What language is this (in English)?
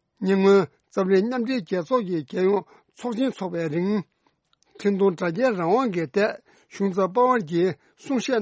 Tibetan